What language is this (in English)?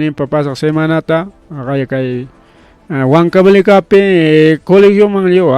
Ayacucho Quechua